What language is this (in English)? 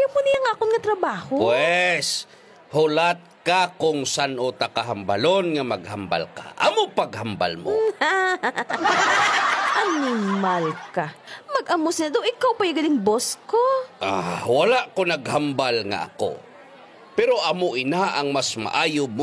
Hiligaynon